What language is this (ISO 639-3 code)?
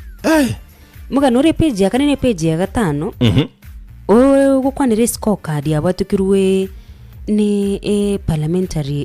guz